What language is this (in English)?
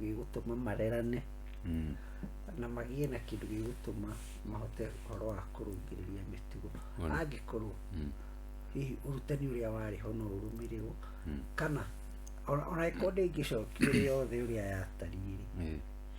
Kikuyu